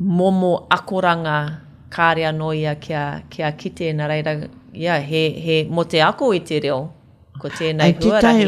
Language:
Māori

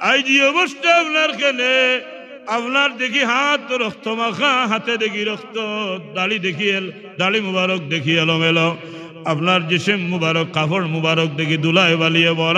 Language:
Sylheti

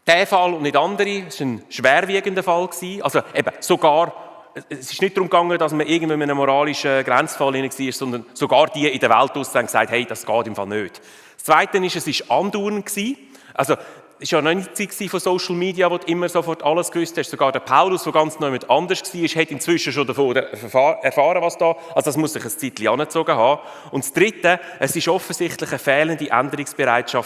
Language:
Swiss German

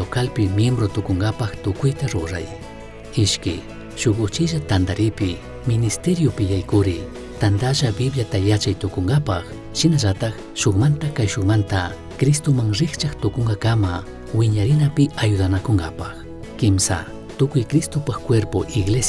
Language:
Chimborazo Highland Quichua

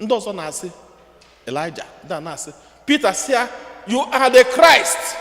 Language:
Igbo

